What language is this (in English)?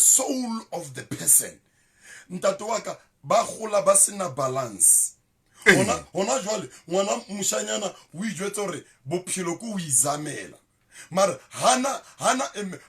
Southern Sotho